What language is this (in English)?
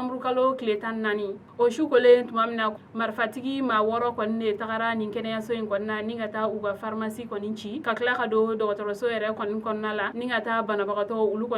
Bambara